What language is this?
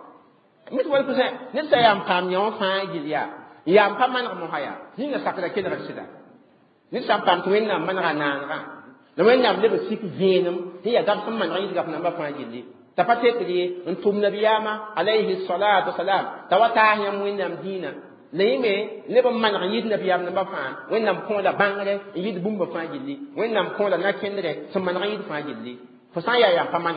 Mossi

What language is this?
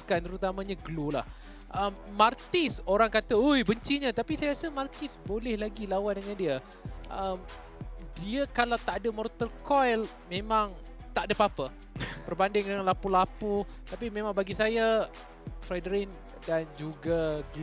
Malay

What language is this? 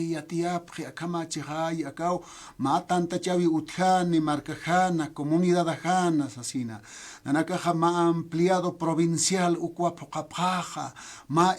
Aymara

